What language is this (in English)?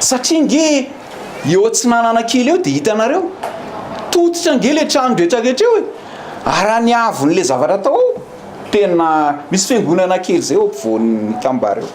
Malagasy